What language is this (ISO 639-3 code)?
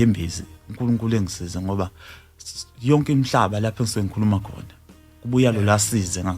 zul